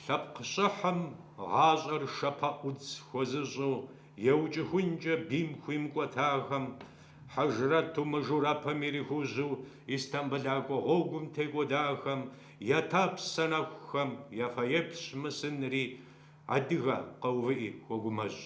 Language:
Kabardian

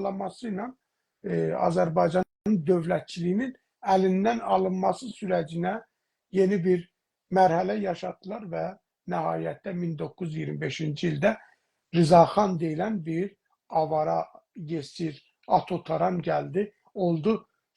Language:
South Azerbaijani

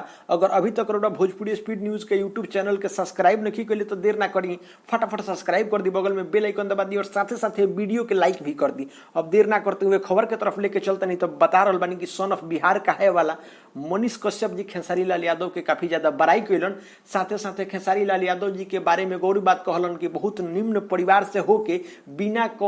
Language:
Bhojpuri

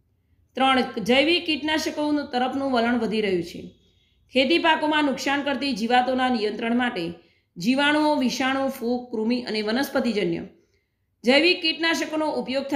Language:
Gujarati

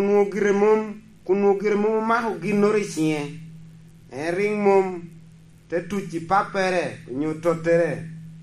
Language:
Lango (Uganda)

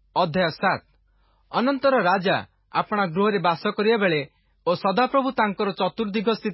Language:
Odia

